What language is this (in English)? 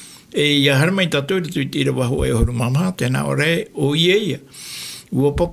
Tahitian